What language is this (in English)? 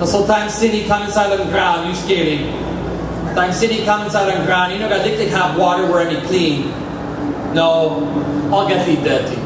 Tok Pisin